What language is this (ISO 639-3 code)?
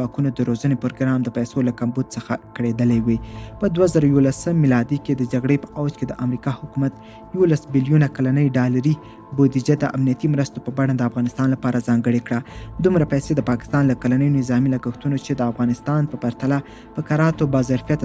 pus